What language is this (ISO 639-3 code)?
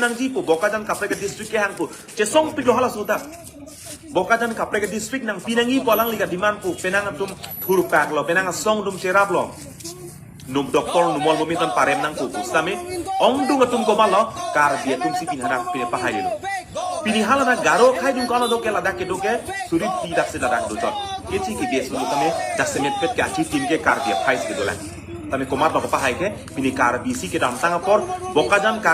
mjw